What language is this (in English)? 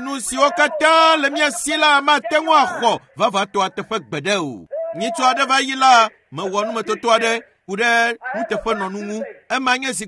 Ewe